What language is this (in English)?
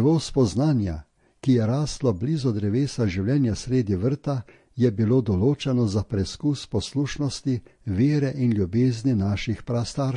Slovenian